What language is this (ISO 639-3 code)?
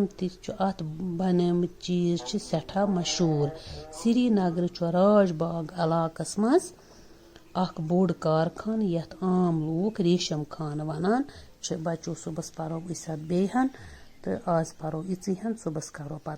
kas